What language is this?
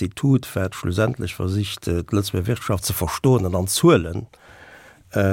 Luxembourgish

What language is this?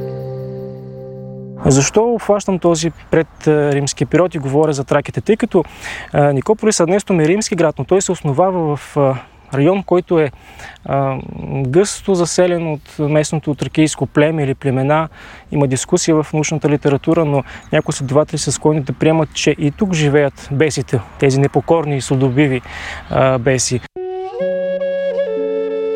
Bulgarian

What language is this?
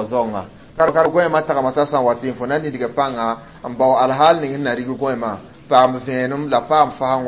Mossi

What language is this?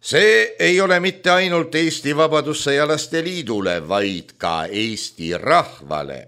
Estonian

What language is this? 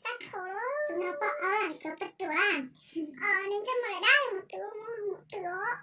Hmong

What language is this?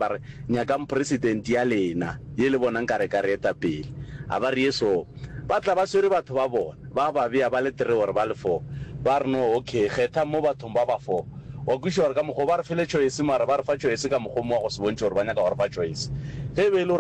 Northern Sotho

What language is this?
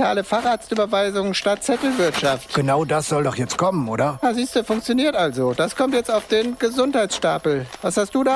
German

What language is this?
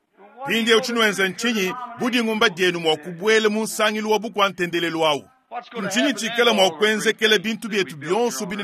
Luba-Lulua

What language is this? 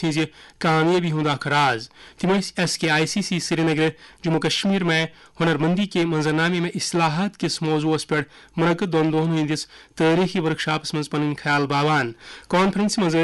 Kashmiri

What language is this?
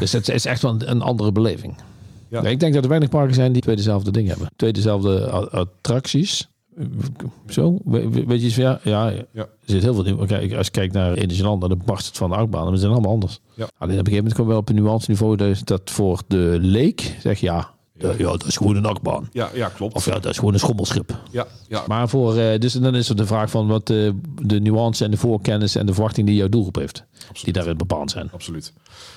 Dutch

